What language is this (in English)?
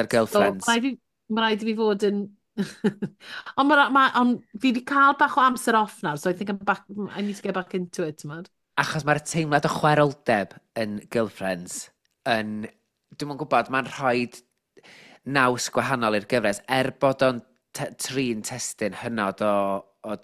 Welsh